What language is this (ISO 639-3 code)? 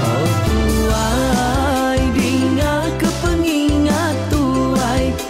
iba